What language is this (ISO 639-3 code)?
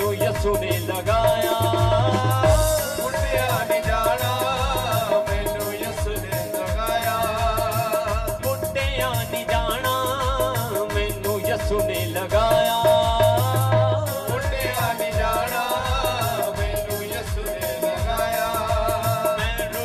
pan